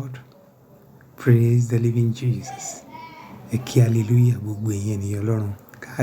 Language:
Yoruba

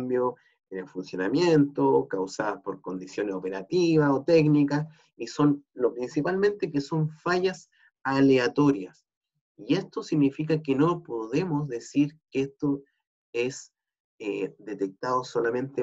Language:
Spanish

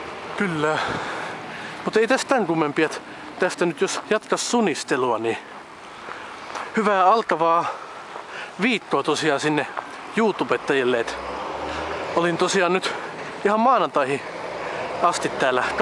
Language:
Finnish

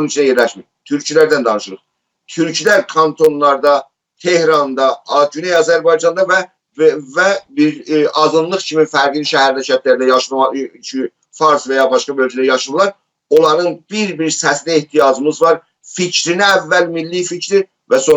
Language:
South Azerbaijani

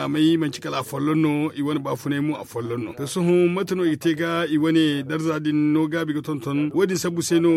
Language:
Zarma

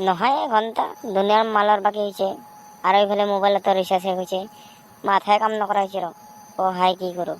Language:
Assamese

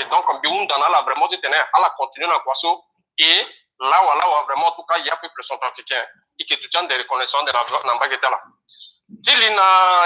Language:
Sango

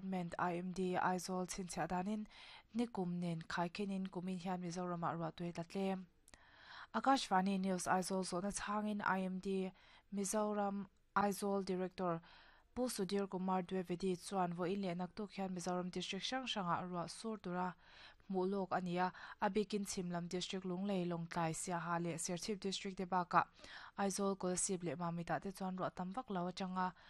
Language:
Mizo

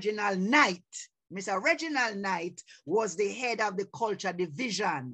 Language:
Jamaican Creole English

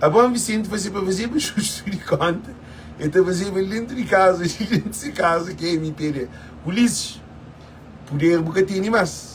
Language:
Kabuverdianu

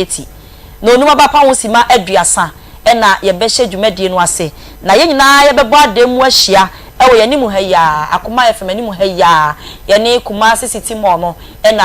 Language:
Akan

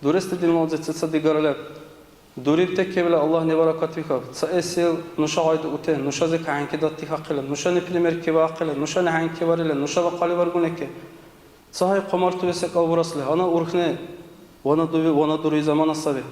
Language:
Dargwa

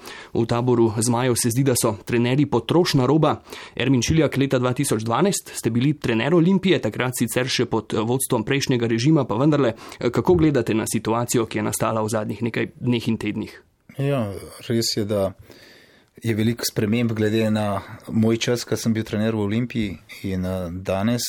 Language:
Slovenian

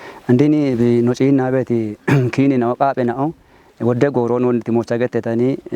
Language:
Kafa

